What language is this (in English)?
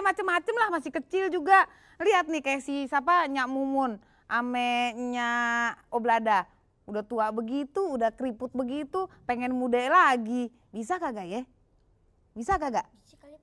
Betawi